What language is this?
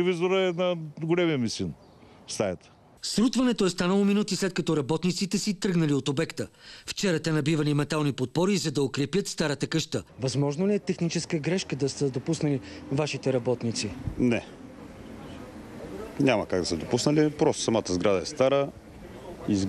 Bulgarian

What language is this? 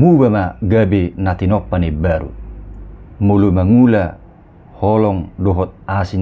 Batak Toba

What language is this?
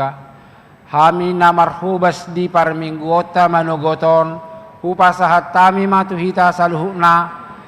Batak Toba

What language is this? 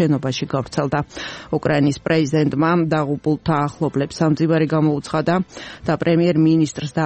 Georgian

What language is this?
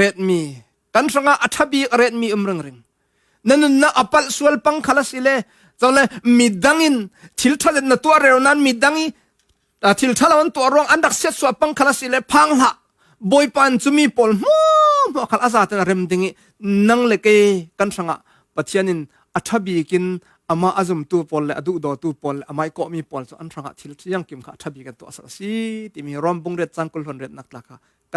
Falam Chin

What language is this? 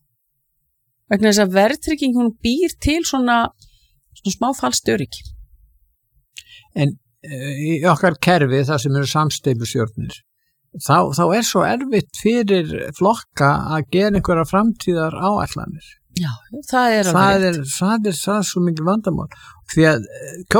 Icelandic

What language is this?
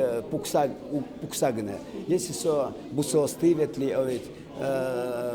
Udmurt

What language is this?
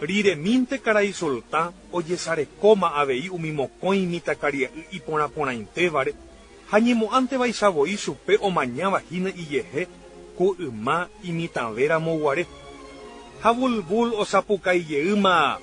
Guarani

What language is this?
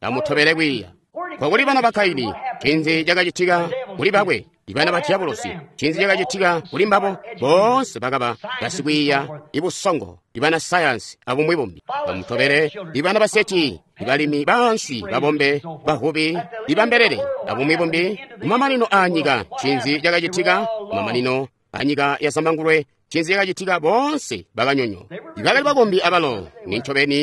Tonga (Zambia)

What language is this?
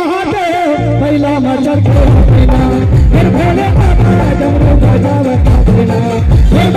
Chhattisgarhi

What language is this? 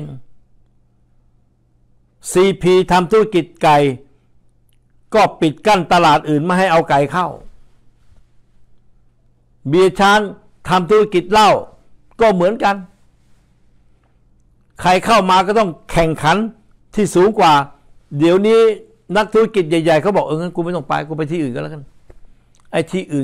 Thai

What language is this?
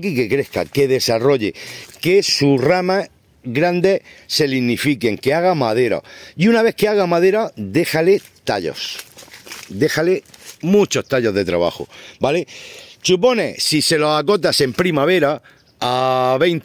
Spanish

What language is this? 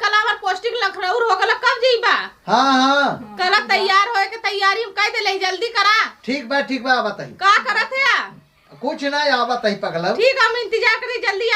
Awadhi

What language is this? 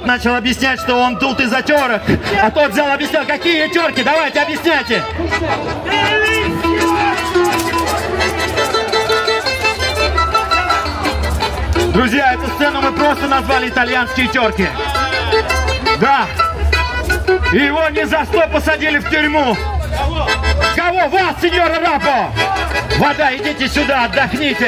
Russian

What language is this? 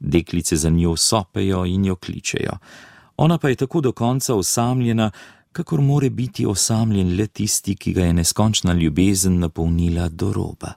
Slovenian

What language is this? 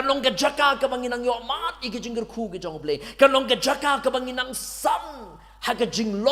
Khasi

